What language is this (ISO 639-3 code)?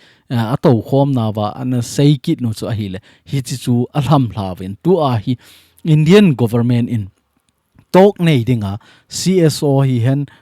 tcz